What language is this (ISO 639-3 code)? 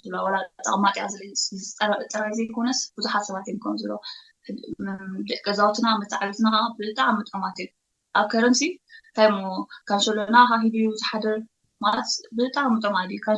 tir